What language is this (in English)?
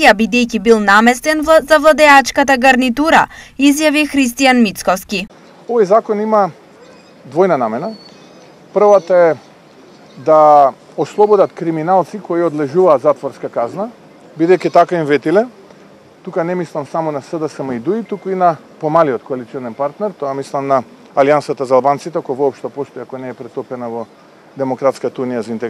Macedonian